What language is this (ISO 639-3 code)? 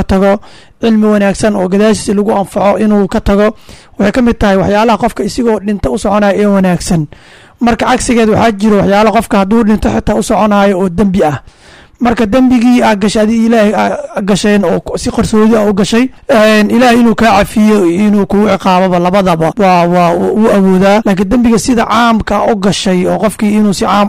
som